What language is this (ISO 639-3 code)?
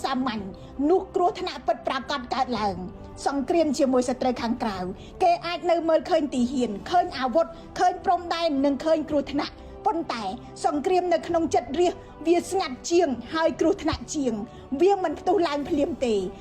khm